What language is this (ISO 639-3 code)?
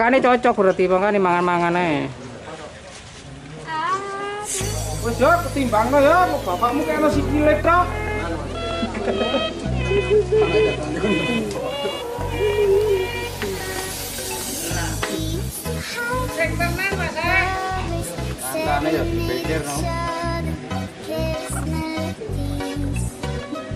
jav